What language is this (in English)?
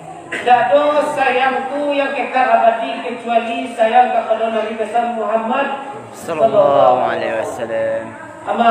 Minangkabau